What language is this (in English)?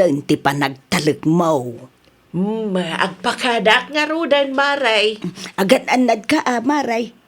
Iloko